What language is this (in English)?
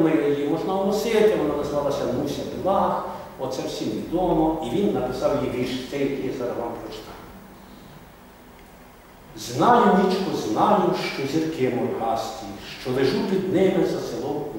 Ukrainian